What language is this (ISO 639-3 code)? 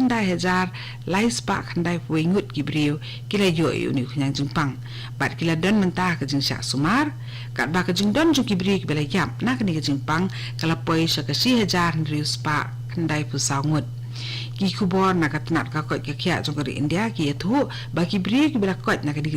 kha